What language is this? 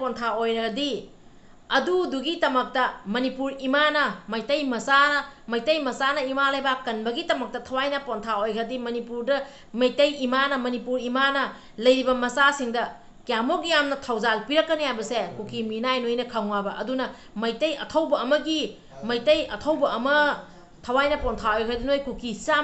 Manipuri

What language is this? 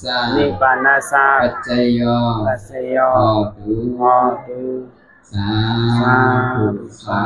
Shan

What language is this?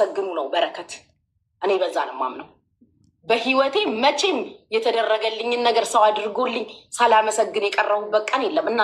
Amharic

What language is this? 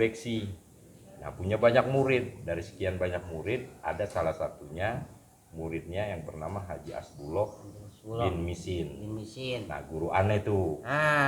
Betawi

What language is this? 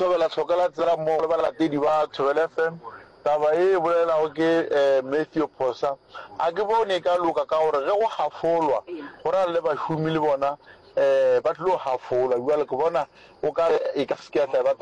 Northern Sotho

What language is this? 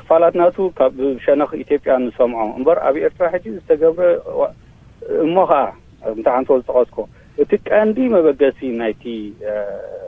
Tigrinya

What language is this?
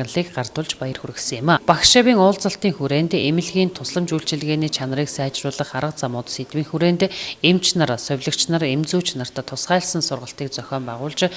Mongolian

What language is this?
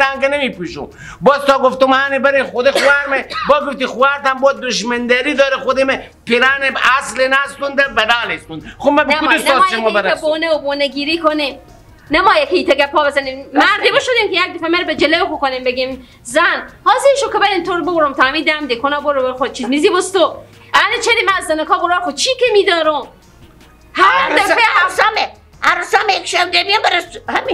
Persian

